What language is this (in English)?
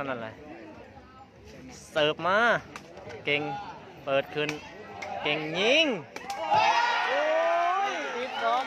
Lao